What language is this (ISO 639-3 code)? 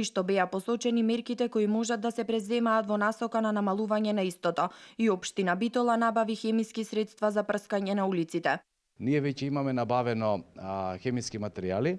mkd